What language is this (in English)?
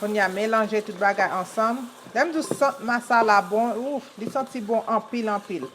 Haitian Creole